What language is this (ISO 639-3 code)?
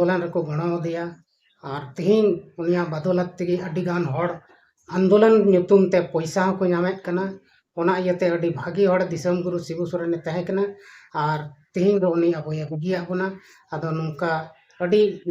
sat